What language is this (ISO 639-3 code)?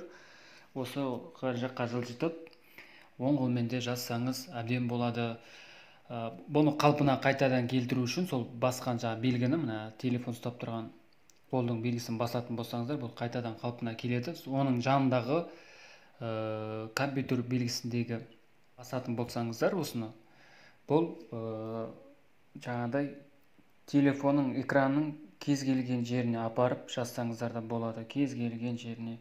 kaz